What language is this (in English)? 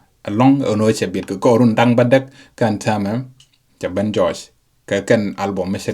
Nuer